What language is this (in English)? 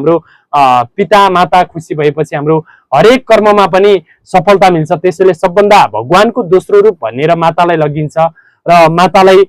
Nepali